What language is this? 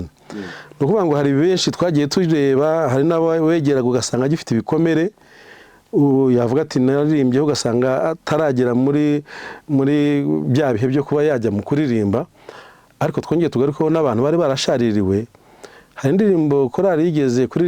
Kinyarwanda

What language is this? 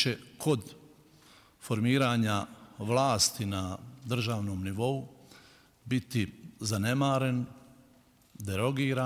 Bosnian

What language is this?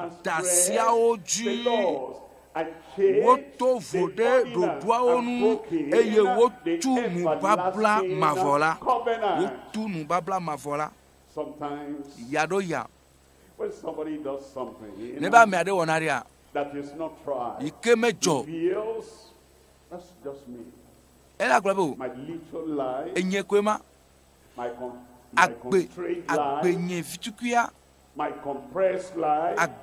Ewe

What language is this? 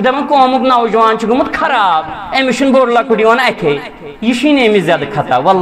Kashmiri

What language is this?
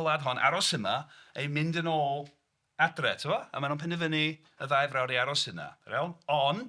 Welsh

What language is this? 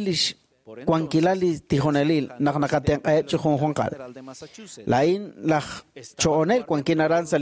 Kekchí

